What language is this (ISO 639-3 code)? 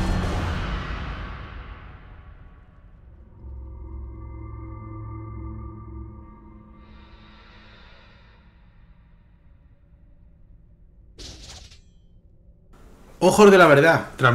spa